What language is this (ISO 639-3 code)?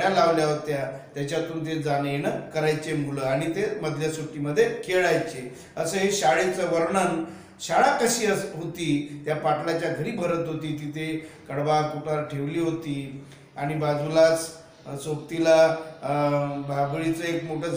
mar